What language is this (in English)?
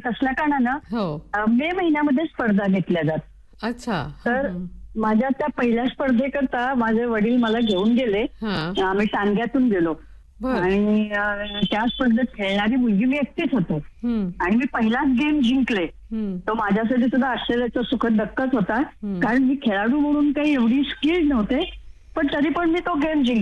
Marathi